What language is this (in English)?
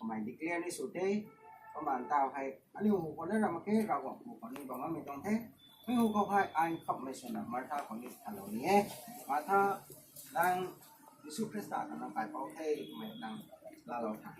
Rongmei Naga